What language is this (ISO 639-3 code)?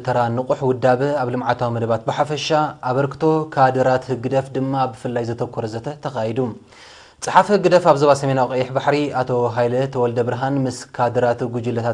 tir